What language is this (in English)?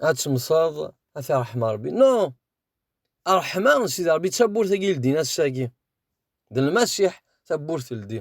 Kabyle